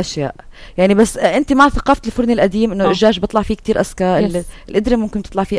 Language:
North Levantine Arabic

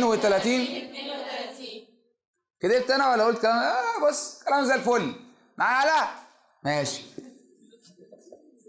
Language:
Egyptian Arabic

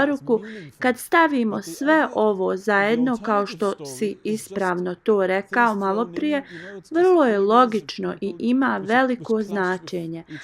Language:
Bosnian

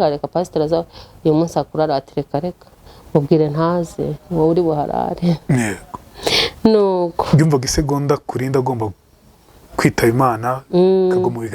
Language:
Kinyarwanda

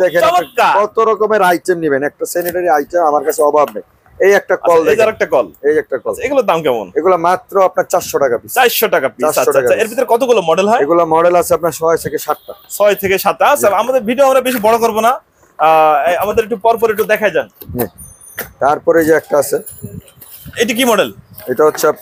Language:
Bangla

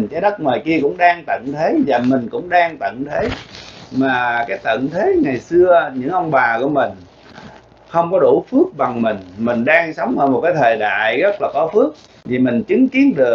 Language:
Vietnamese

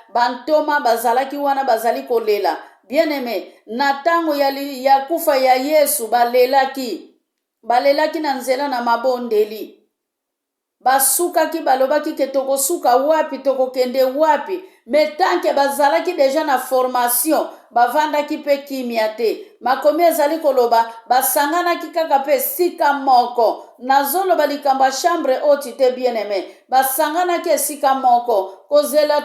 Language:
Lingala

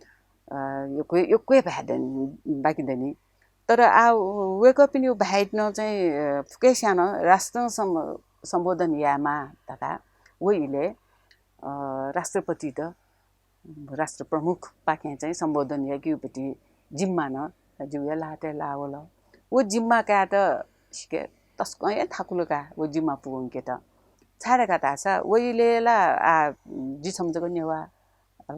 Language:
Newari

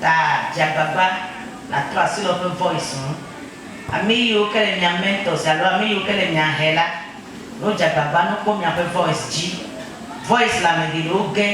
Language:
Ewe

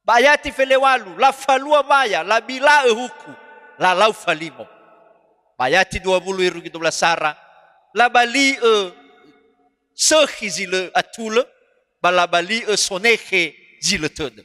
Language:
Nias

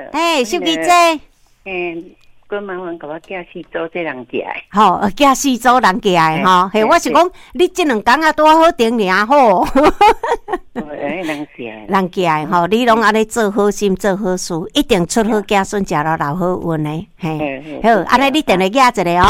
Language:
Min Nan Chinese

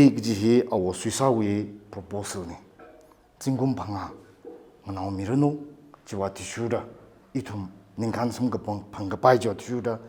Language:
Tangkhul Naga (India)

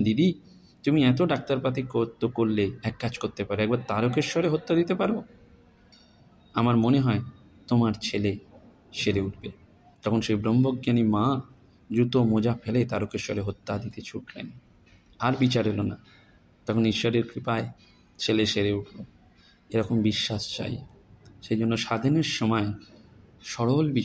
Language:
Bangla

